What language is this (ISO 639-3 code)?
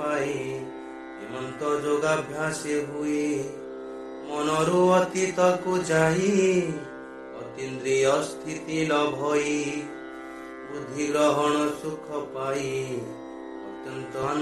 ori